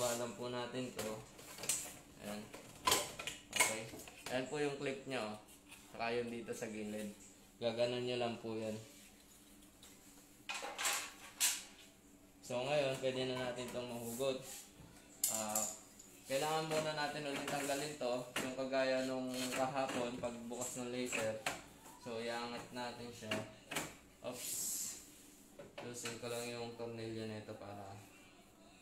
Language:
Filipino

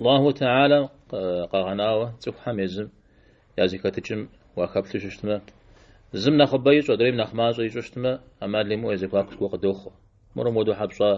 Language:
Kabardian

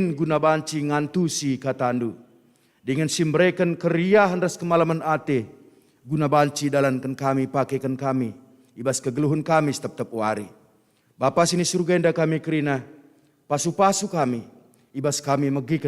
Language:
Batak Karo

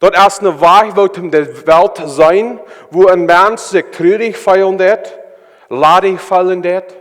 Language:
Plautdietsch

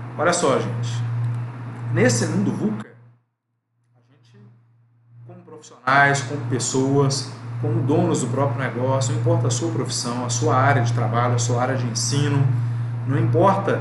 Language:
Portuguese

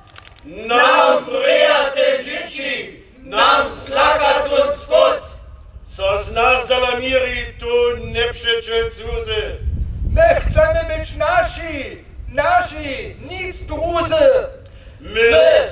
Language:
Upper Sorbian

